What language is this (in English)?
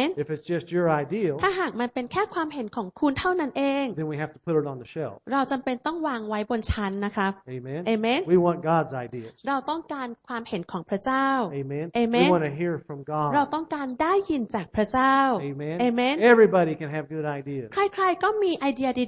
Thai